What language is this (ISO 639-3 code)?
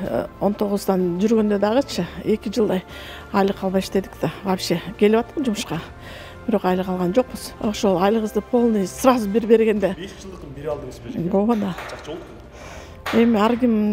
kir